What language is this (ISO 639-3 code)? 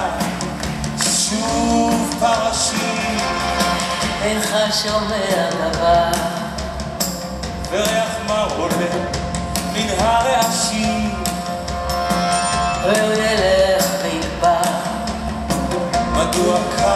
heb